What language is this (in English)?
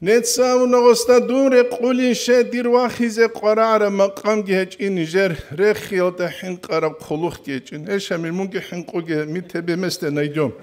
Avaric